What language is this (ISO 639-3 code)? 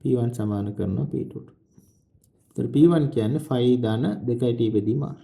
sin